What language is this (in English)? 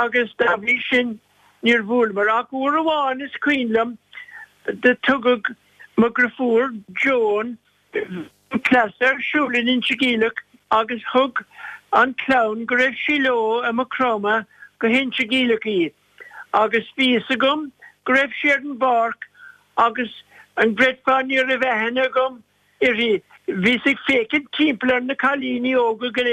Irish